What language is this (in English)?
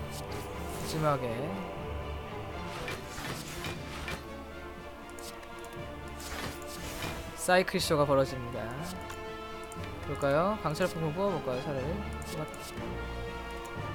Korean